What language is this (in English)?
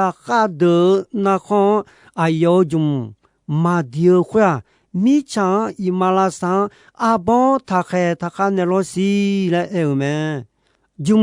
Akha